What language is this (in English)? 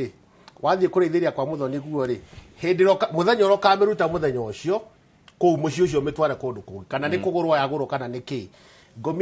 Kikuyu